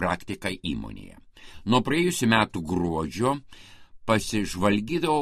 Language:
Lithuanian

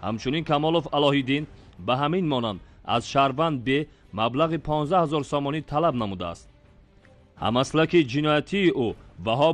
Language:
Tajik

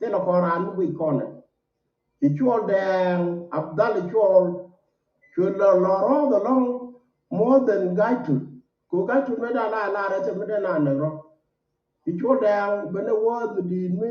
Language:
Nuer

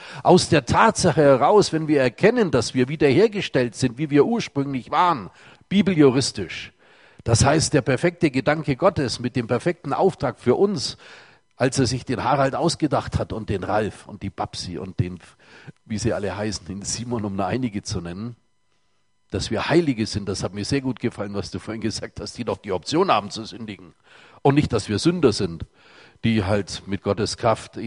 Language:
German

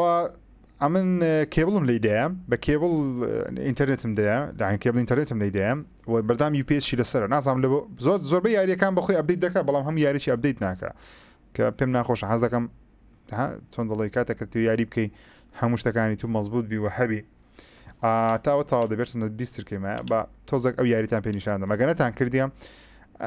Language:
Central Kurdish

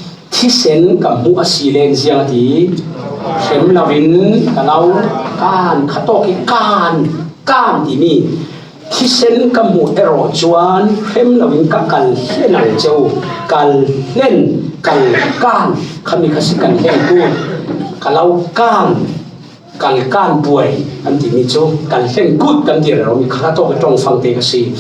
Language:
Falam Chin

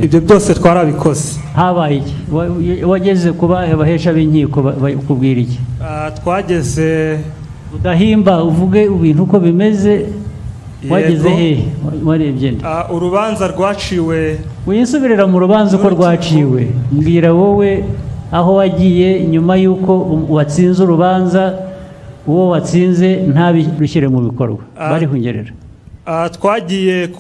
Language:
Kinyarwanda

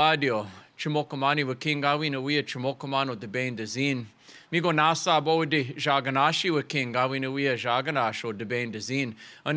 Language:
Chippewa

